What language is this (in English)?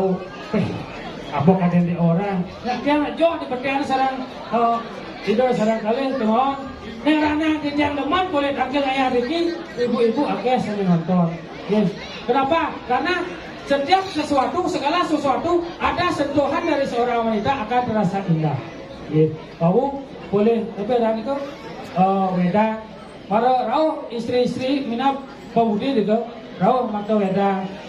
Balinese